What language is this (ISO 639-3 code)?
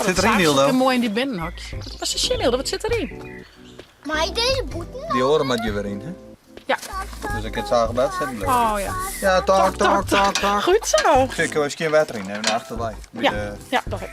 fry